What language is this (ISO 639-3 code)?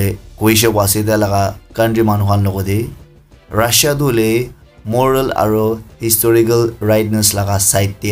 nag